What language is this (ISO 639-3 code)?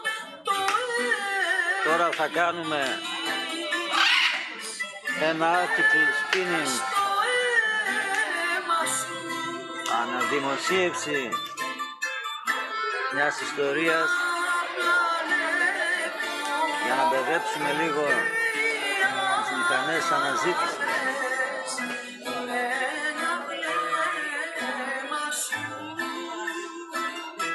ell